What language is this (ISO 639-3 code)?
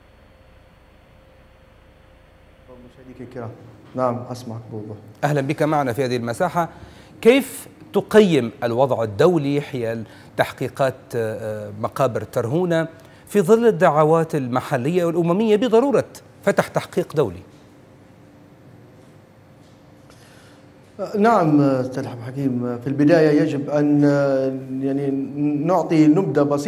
ara